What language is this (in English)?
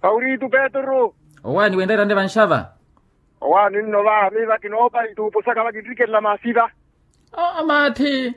Makhuwa